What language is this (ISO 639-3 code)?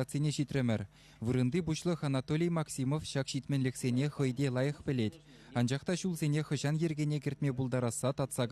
chv